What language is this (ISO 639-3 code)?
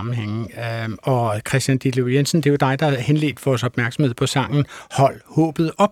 dan